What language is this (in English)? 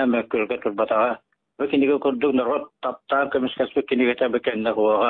Yakut